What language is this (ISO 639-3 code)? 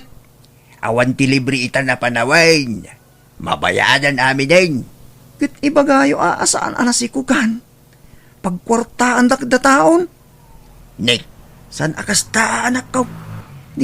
ilo